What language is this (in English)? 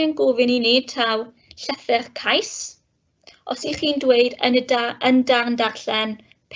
Welsh